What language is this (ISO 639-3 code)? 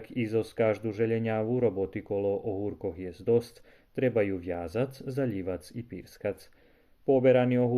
rue